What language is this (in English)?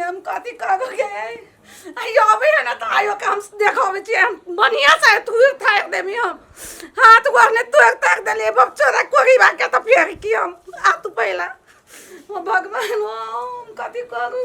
Maithili